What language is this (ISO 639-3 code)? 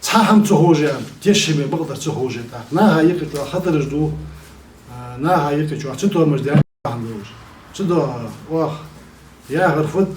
inh